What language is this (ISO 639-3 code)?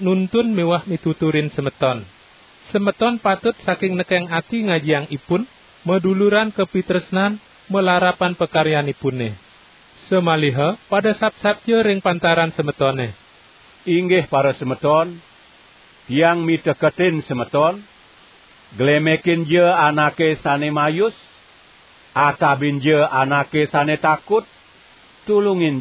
ban